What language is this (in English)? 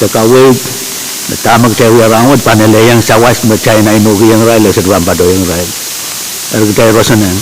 Pohnpeian